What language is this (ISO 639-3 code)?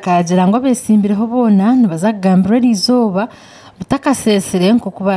nyn